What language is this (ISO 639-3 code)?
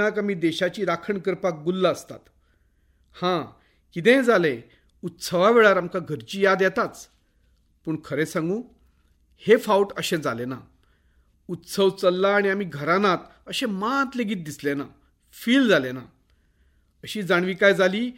kok